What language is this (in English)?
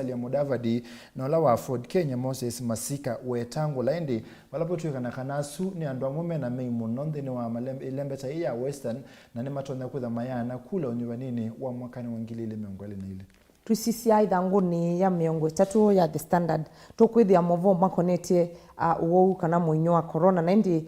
Kamba